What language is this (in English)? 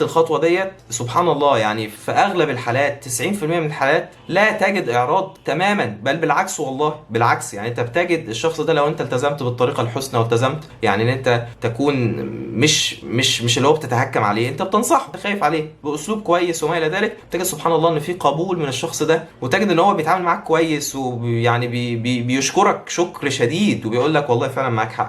Egyptian Arabic